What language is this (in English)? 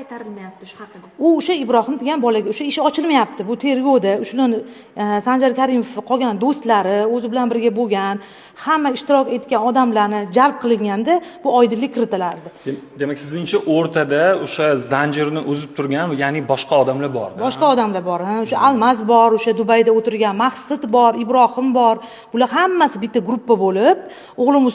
Uzbek